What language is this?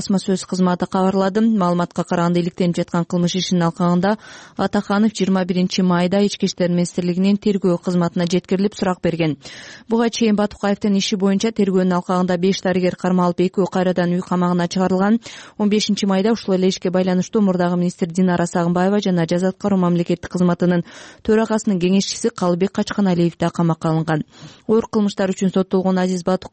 Kyrgyz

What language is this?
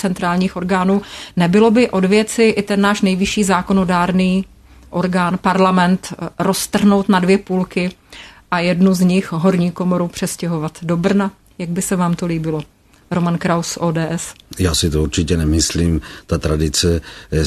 Czech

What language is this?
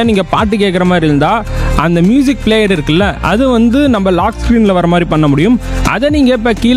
Tamil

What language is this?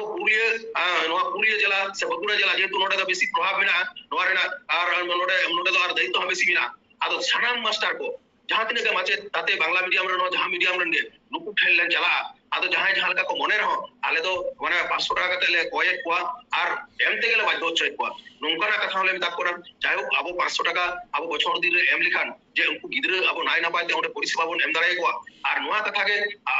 Santali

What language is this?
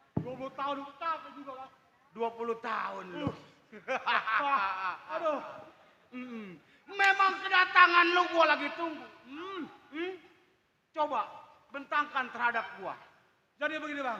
Betawi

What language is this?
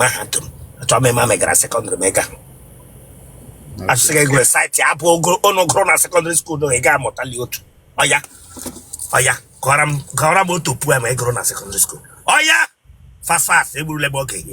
Igbo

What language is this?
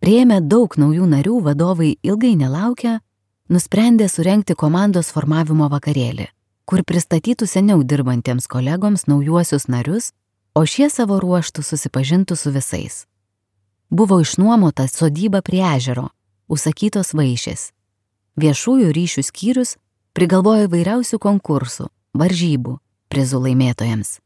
Lithuanian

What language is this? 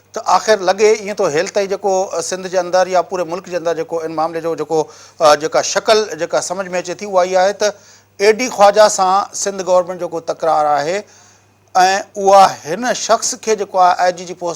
Sindhi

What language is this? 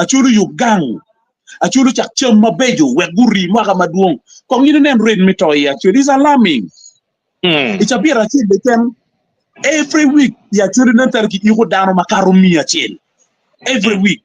Acoli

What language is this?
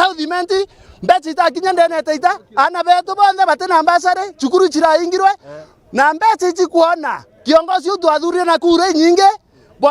Meru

